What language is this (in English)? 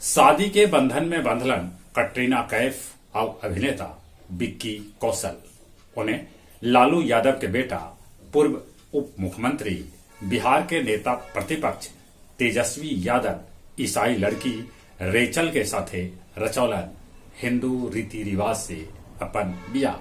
Magahi